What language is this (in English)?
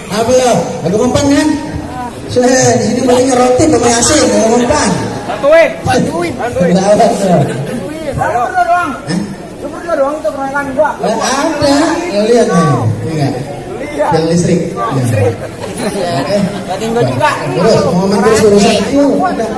Betawi